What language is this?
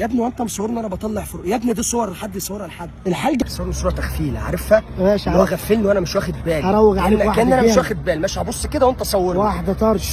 Egyptian Arabic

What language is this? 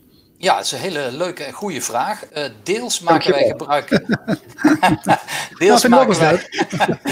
Dutch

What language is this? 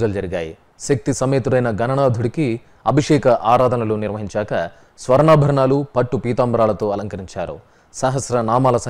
Telugu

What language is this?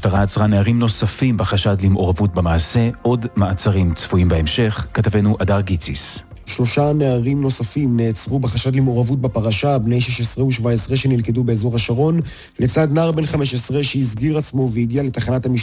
Hebrew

